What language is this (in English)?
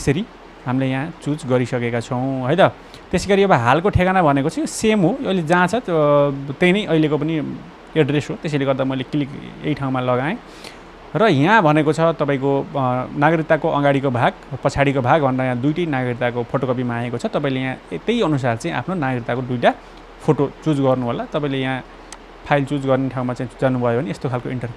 Nepali